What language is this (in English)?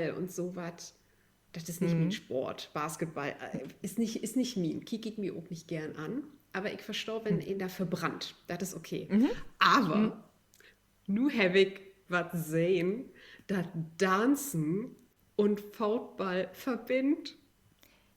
Low German